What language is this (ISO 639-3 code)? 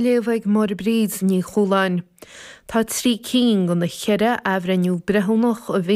gle